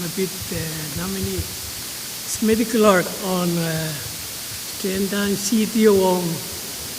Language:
Pohnpeian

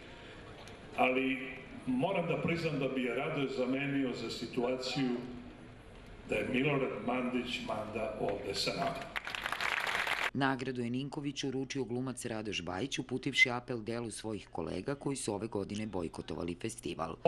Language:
Serbian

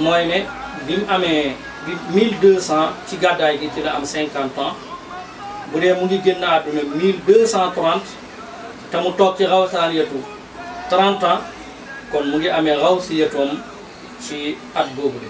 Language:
Wolof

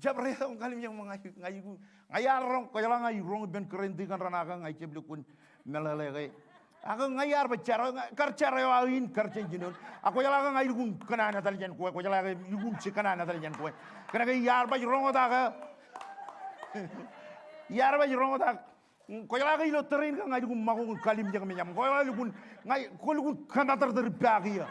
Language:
Marshallese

